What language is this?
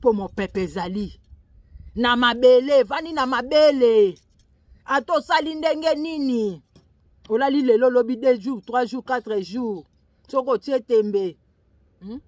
Lingala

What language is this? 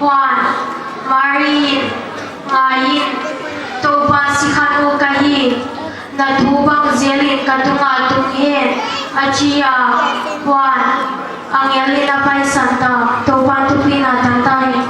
Paite Chin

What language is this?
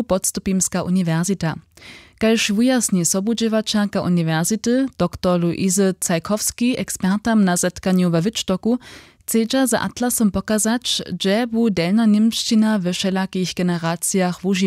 Upper Sorbian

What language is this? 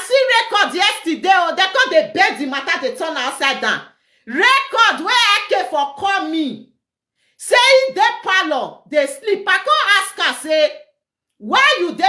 Nigerian Pidgin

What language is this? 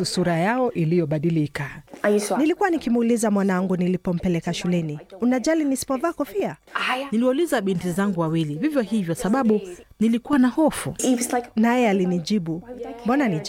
Swahili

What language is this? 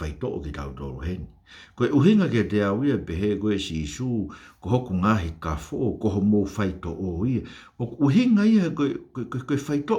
Tongan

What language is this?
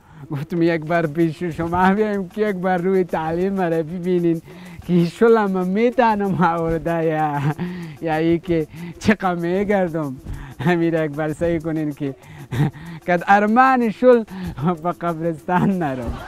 Persian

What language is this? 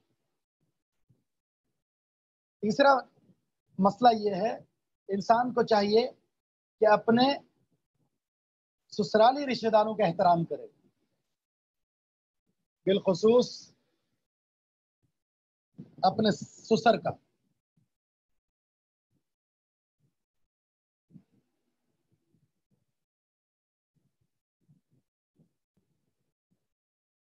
Urdu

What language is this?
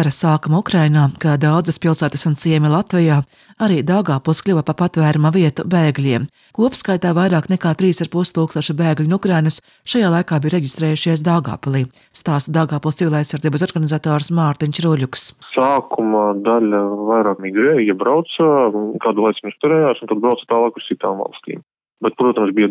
Latvian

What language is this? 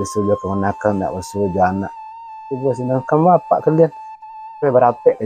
Minangkabau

